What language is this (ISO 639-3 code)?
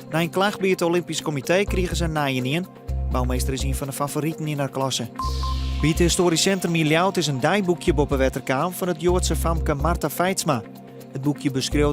fry